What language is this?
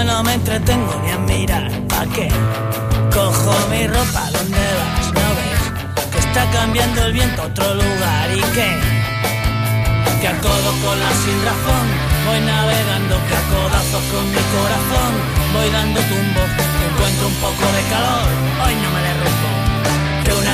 Spanish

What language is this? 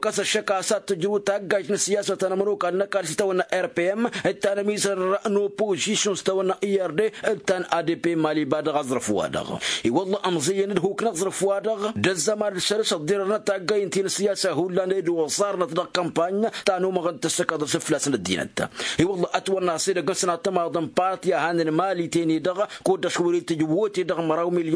Tamasheq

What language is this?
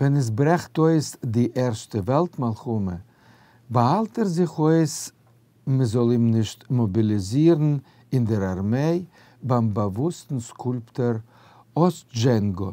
Yiddish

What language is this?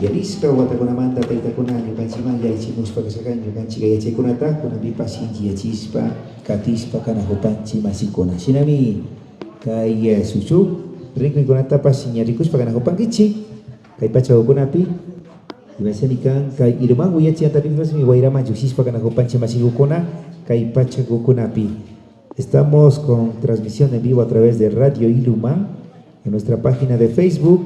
Imbabura Highland Quichua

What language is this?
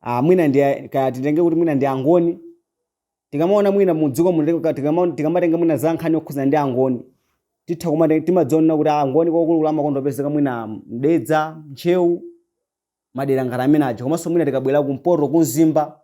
Nyanja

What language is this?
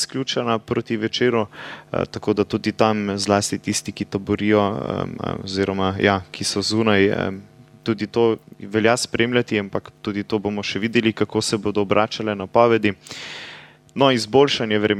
Slovenian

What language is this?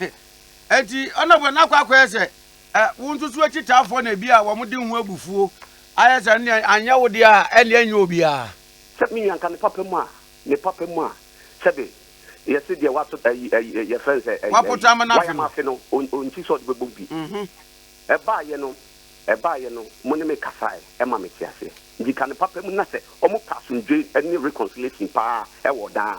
Akan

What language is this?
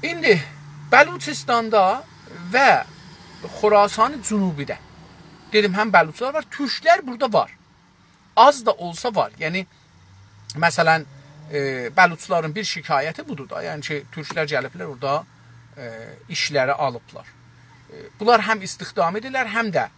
South Azerbaijani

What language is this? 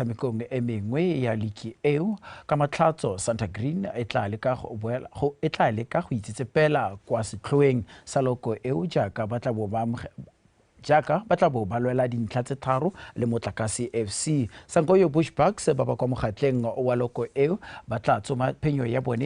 Tswana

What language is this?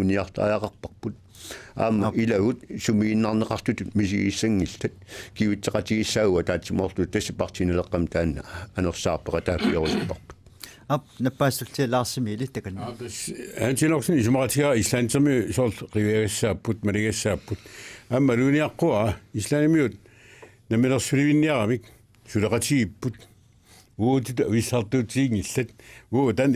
Kalaallisut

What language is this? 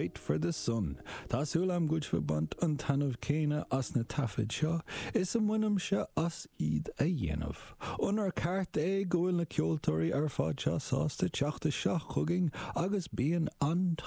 Irish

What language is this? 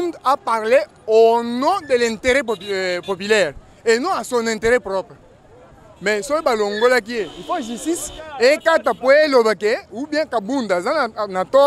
Lingala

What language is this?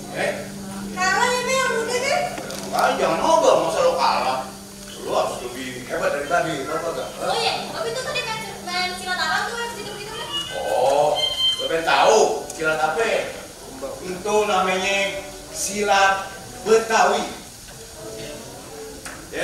Betawi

